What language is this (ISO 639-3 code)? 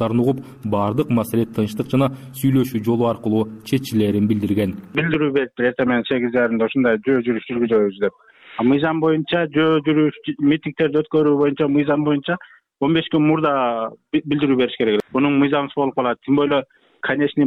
kir